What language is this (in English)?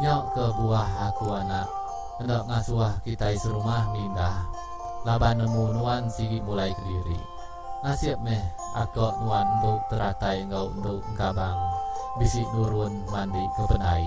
Iban